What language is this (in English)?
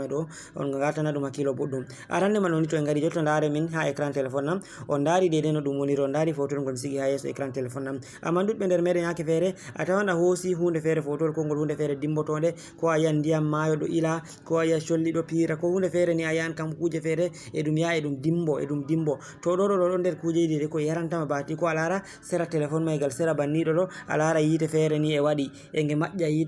Fula